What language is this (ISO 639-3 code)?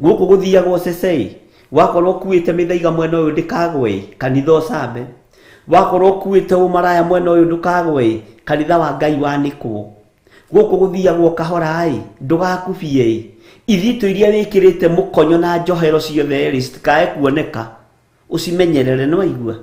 kik